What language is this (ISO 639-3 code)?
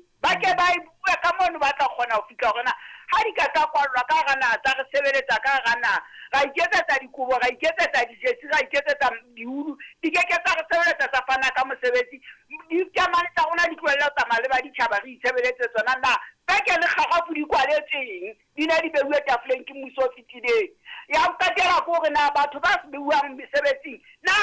sot